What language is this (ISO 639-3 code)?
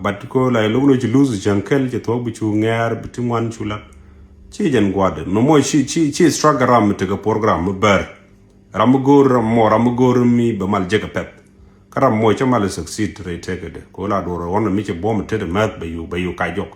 nus